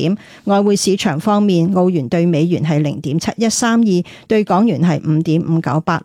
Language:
Cantonese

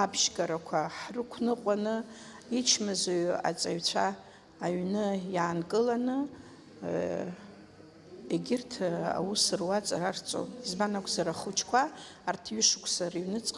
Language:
Abkhazian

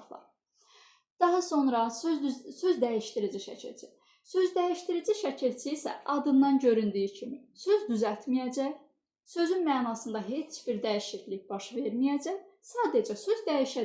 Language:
Azerbaijani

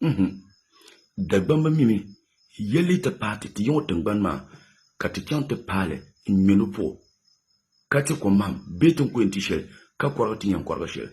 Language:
Dagbani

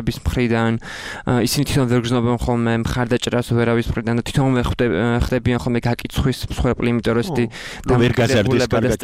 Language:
Georgian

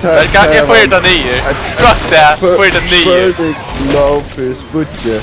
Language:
Faroese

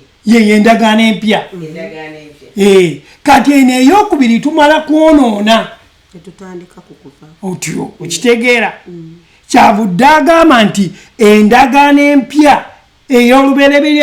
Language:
Ganda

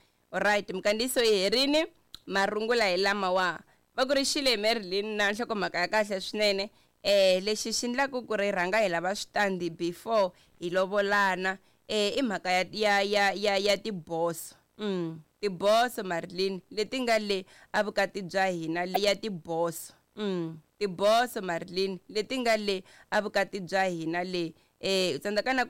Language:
Tsonga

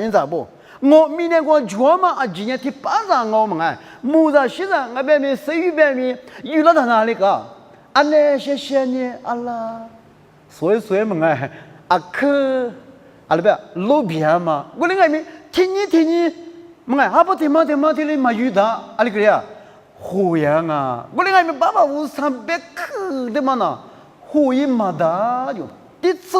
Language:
Lisu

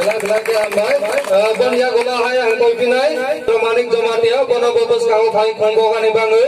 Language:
Kok Borok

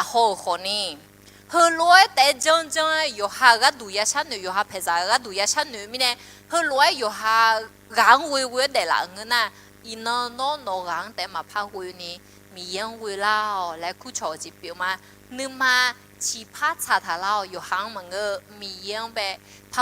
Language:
Akha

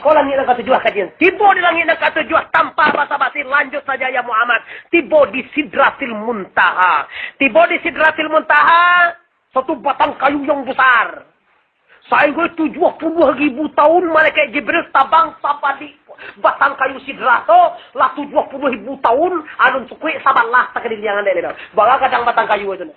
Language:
Minangkabau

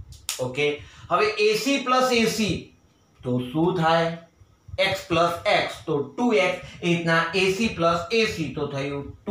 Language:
Gujarati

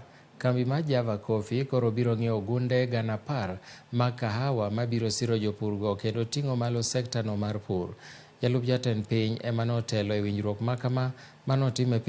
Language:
Luo (Kenya and Tanzania)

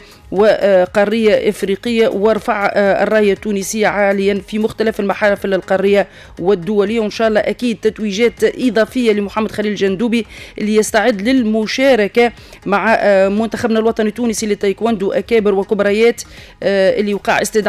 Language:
Tunisian Arabic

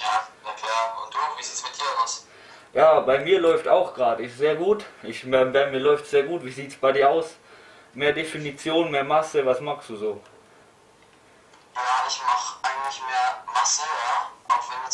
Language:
German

